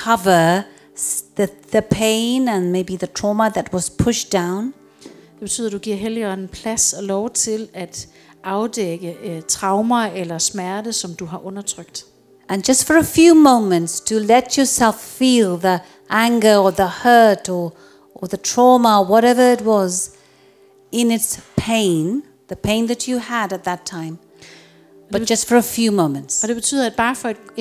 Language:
Danish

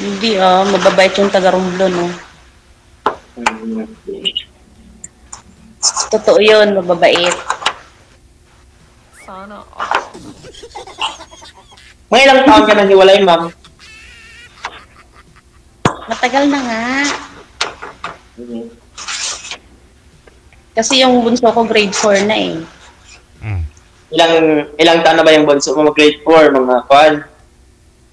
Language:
Filipino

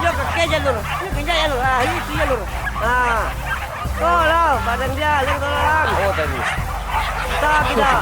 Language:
Minangkabau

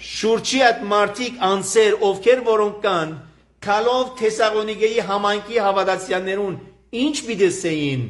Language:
Armenian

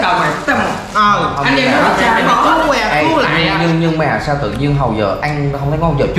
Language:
Vietnamese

